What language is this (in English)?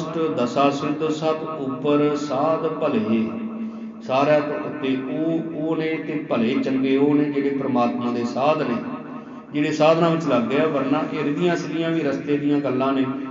Punjabi